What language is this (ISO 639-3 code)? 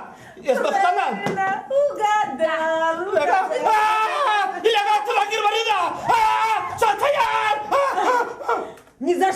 chv